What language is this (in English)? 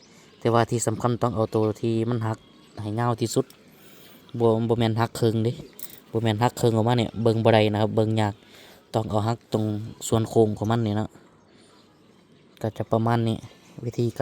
Lao